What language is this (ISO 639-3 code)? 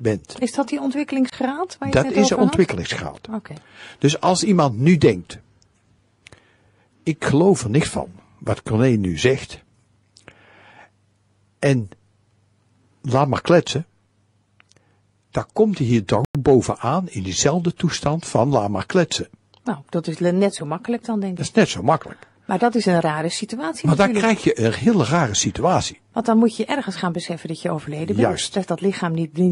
nld